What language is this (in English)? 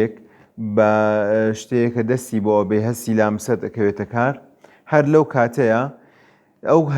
Central Kurdish